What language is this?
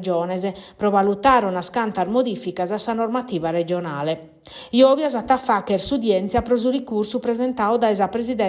Sardinian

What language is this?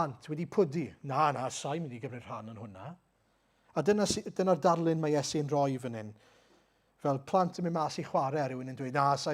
Welsh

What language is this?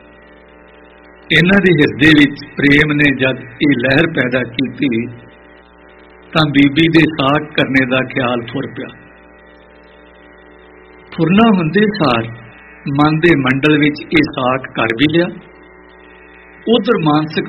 Punjabi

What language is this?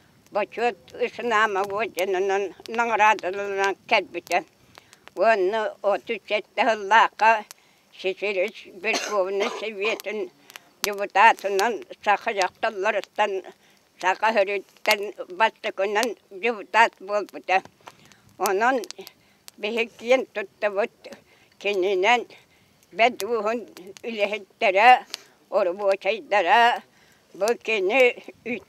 Yakut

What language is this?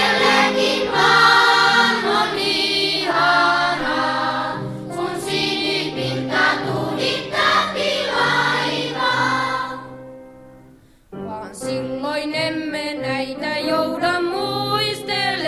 Finnish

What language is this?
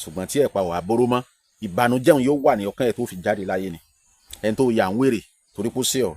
Yoruba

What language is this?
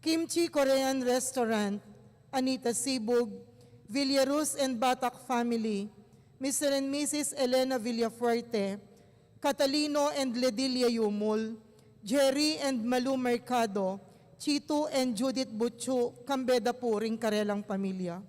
Pampanga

